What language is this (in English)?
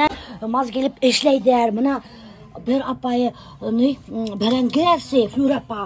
Bashkir